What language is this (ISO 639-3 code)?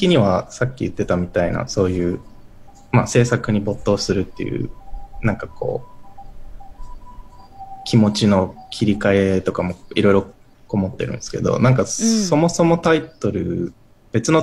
jpn